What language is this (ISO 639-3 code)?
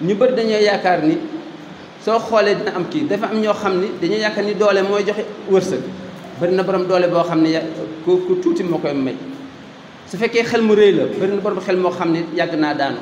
wol